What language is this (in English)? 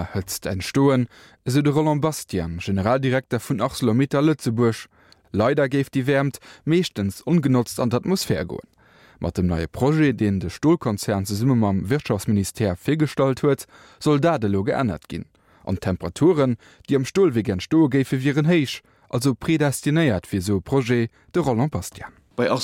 Luxembourgish